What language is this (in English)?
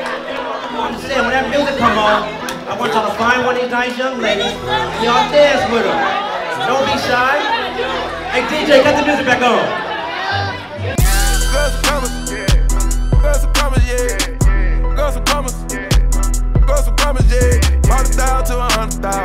English